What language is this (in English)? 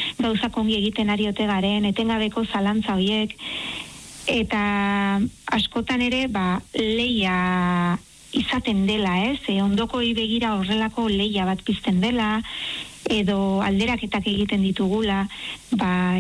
Basque